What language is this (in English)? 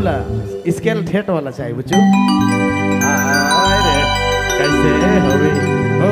Sadri